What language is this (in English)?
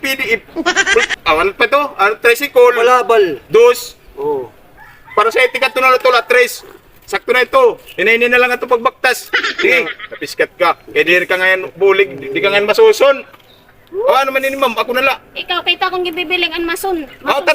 Waray